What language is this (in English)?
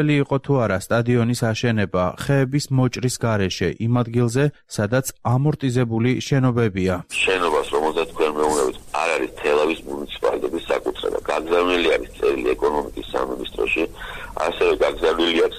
Georgian